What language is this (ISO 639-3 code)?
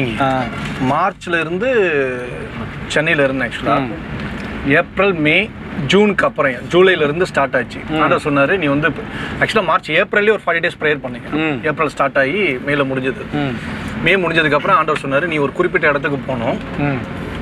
tam